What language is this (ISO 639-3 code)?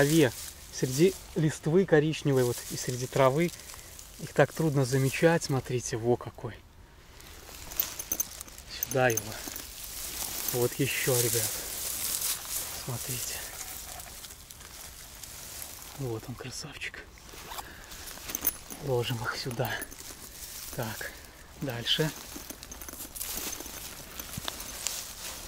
rus